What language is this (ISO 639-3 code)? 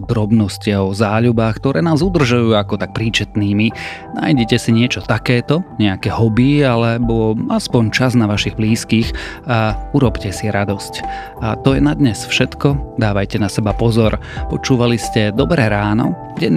slk